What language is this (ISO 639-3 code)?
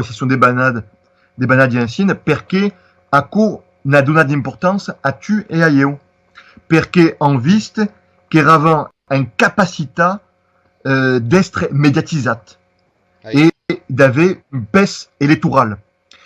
oci